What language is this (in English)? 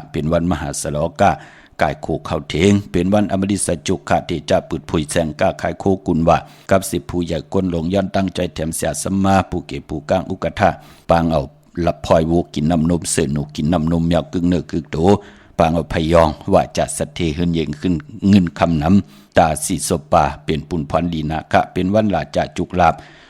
Shan